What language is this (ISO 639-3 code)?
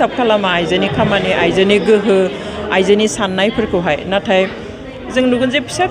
brx